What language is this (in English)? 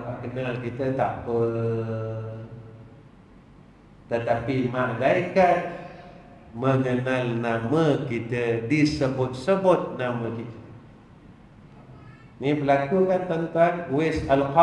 Malay